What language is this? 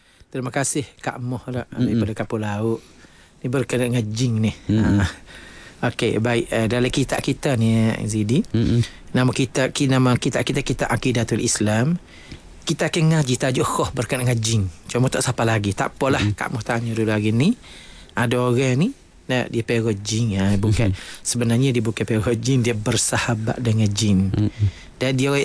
Malay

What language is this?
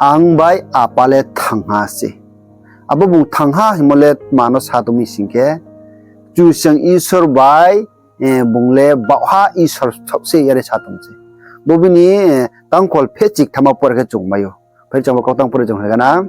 Riang (India)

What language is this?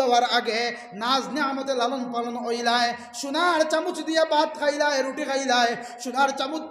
Sylheti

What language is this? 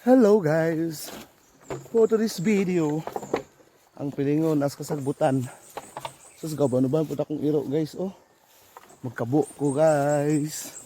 Cebuano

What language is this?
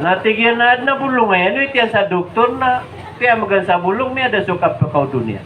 Maranao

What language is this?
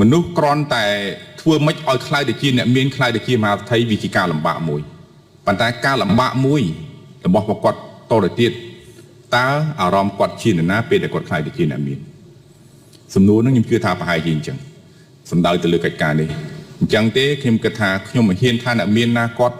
Khmer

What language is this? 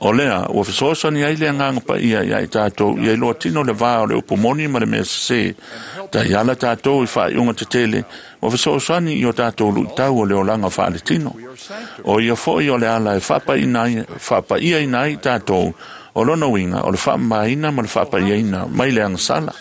Samoan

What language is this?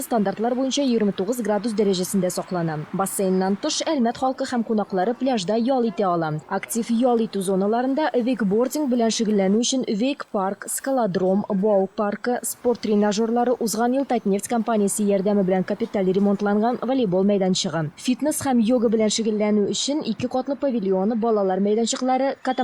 Tatar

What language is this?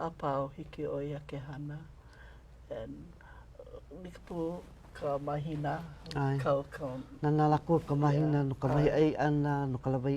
Hawaiian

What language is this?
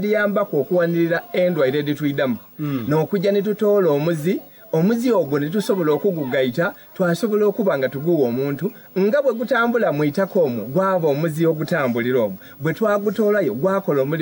Soga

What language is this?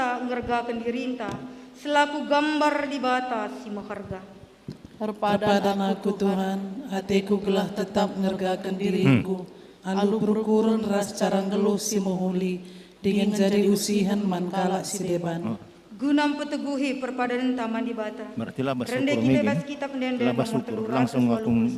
Batak Karo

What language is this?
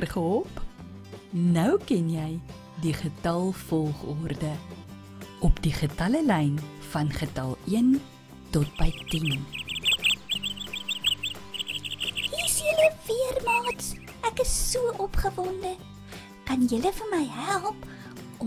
Afrikaans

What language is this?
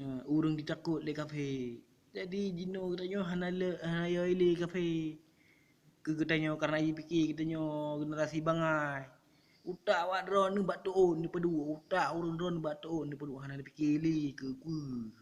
Achinese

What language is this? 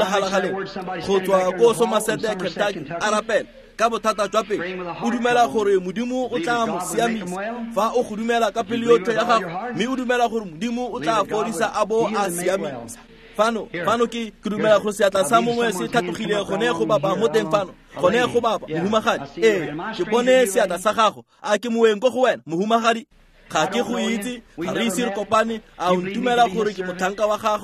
Tswana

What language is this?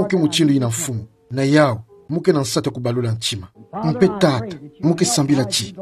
Kituba (Democratic Republic of Congo)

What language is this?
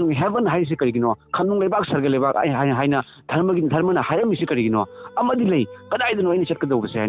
Manipuri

